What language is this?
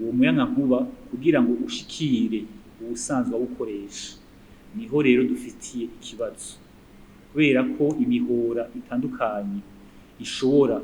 Rundi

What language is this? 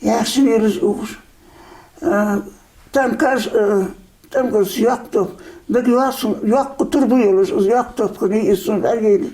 Ingush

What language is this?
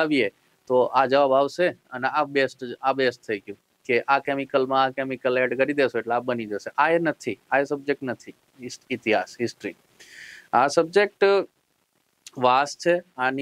Gujarati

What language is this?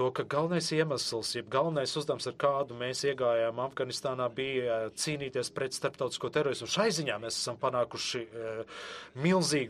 Latvian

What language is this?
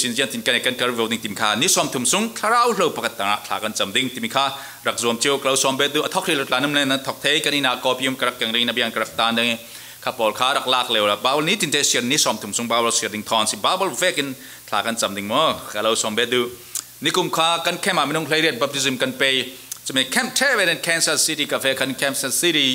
Falam Chin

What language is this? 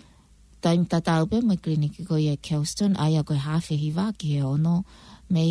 Tongan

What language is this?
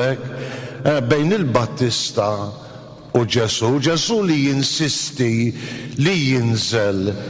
Maltese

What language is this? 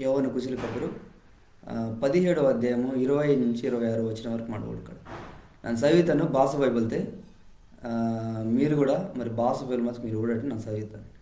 Koya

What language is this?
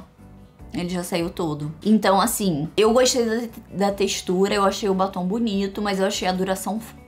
Portuguese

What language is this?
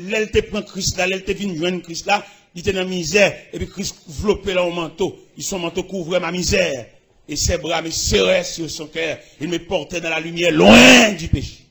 Haitian Creole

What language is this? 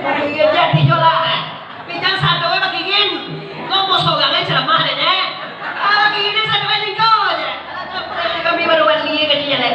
Minangkabau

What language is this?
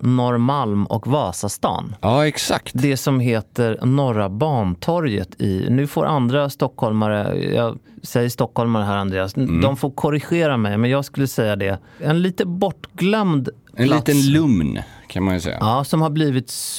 Swedish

